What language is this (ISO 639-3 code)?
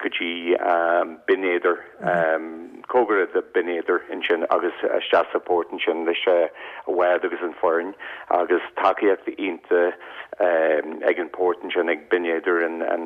gle